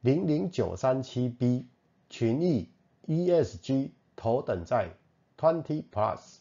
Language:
Min Nan Chinese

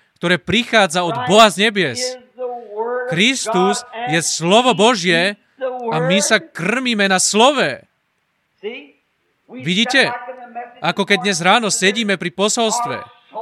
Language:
Slovak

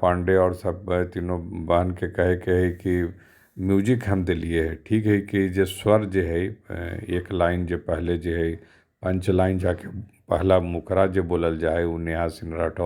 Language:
Magahi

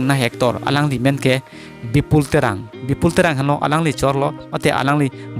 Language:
Karbi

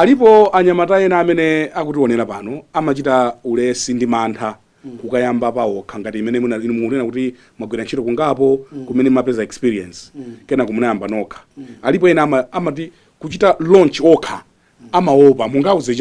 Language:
Nyanja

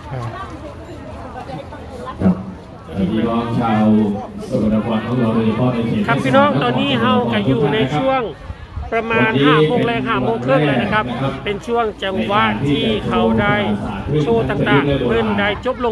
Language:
Thai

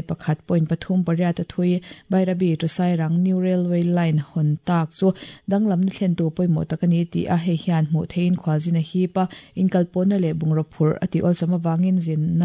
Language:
Mizo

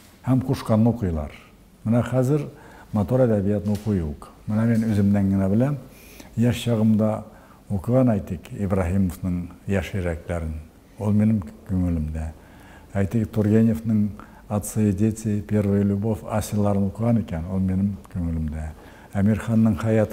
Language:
Tatar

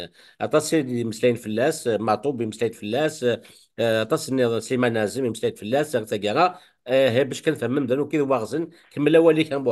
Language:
Kabyle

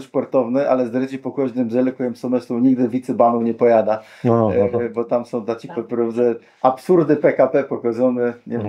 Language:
Kashubian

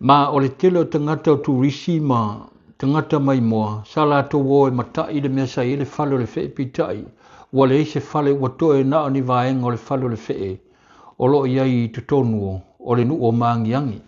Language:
Samoan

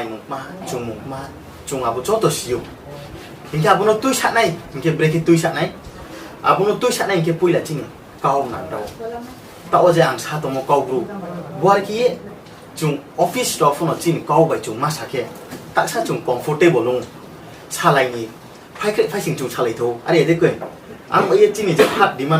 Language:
Riang (India)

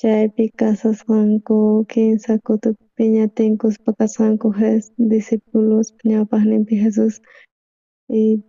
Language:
South Bolivian Quechua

